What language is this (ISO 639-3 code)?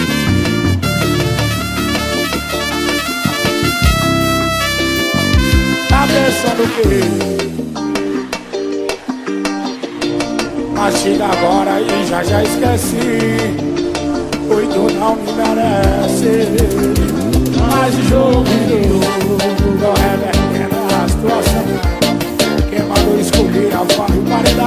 por